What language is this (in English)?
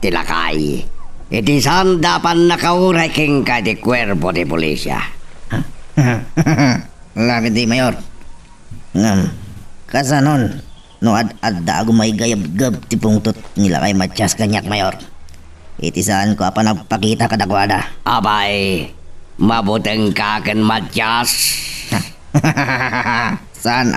Iloko